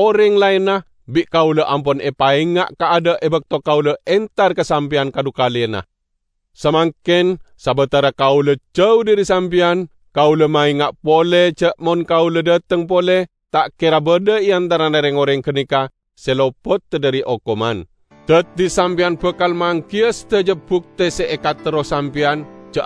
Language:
Madurese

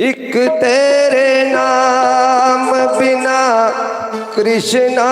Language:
Dogri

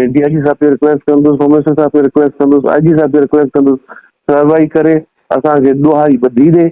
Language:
Sindhi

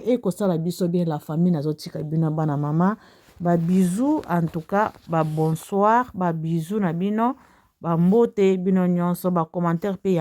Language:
Lingala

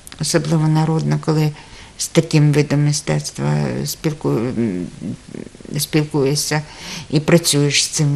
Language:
Ukrainian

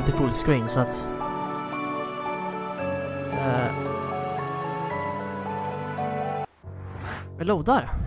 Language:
Swedish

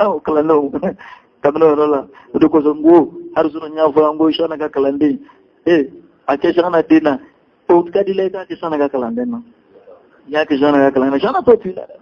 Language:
Bambara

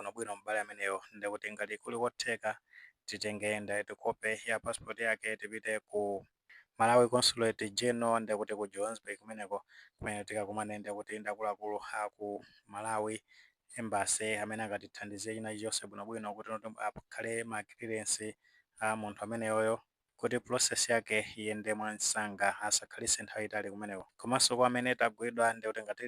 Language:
Nyanja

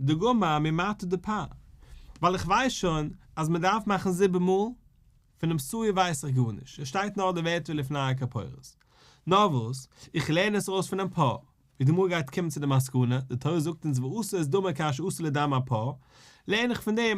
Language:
Yiddish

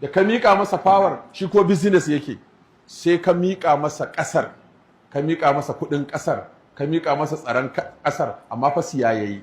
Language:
Hausa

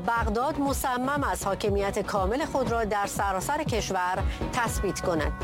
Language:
Persian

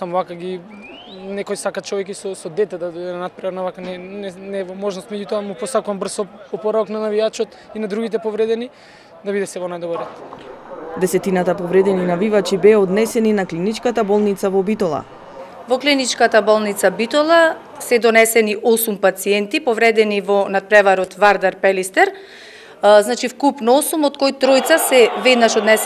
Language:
Macedonian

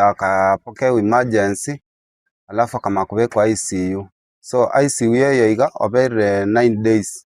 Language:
Gusii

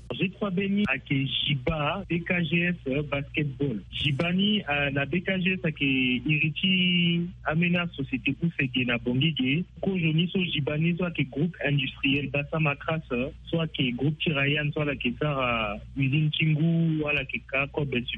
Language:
Sango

